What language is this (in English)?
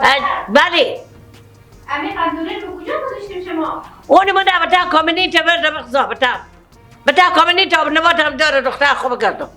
Persian